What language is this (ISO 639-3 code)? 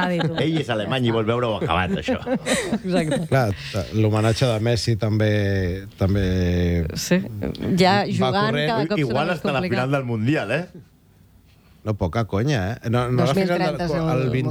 cat